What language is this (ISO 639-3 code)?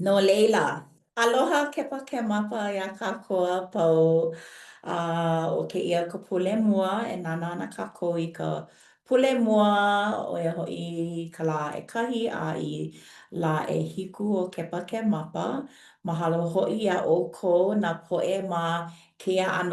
haw